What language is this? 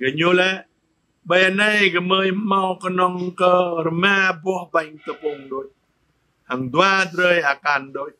Jarai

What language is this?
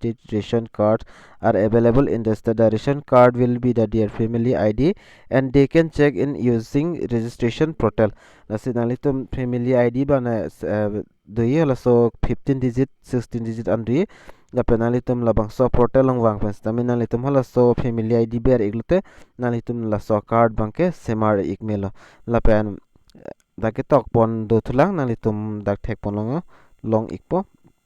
Karbi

